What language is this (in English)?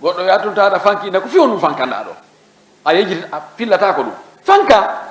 Fula